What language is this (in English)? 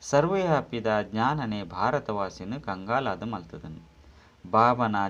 Tulu